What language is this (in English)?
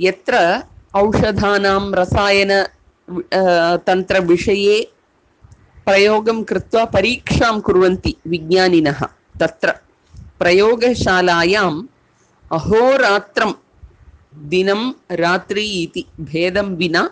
Sanskrit